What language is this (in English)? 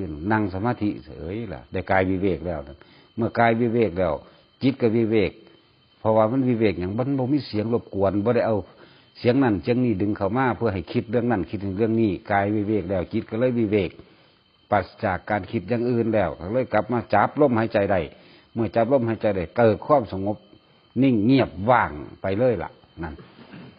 Northeastern Thai